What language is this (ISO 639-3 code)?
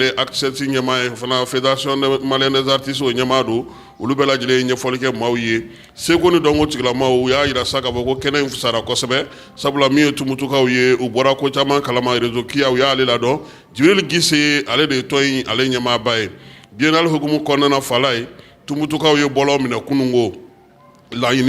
bam